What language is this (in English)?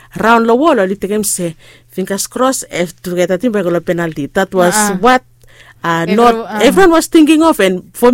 Bislama